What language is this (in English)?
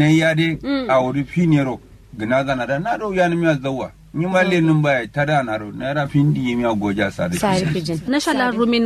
Kanuri